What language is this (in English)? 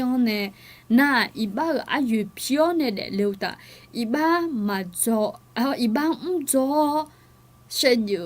Akha